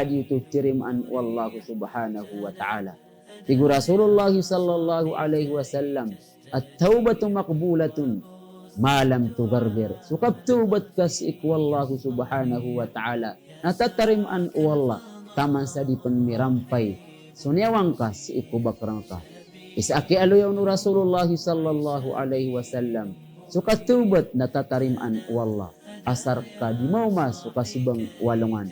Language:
Maranao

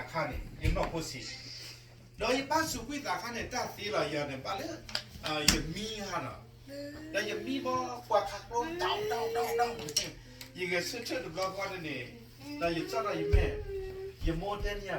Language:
S'gaw Karen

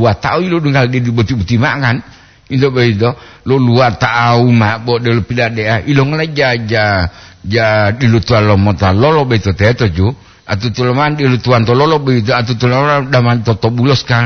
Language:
Gorontalo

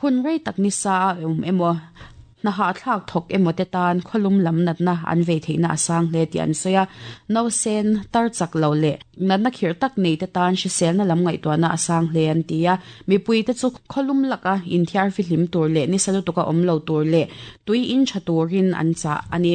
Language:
Mizo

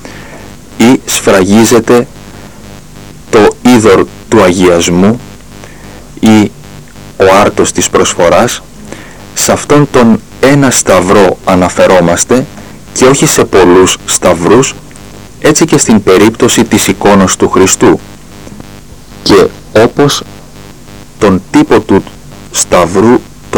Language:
Greek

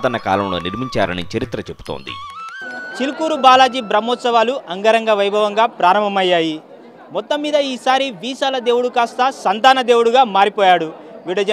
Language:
Telugu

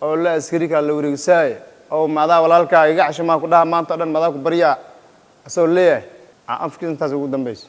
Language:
Somali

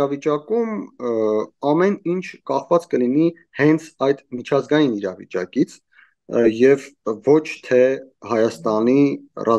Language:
Armenian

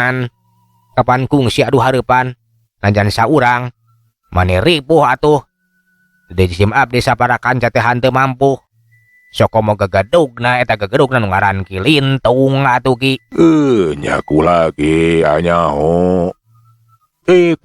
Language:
Sundanese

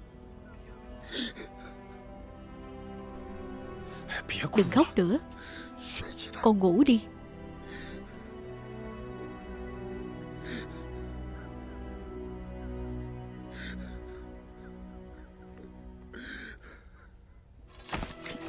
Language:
Vietnamese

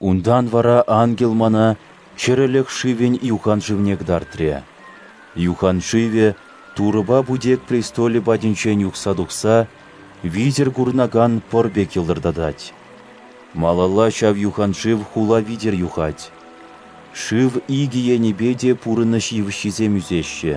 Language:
Chuvash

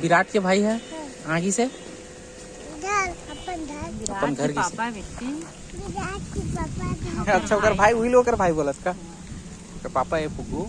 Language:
Chhattisgarhi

